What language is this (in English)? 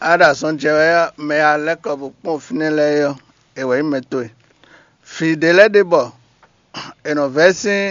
Fon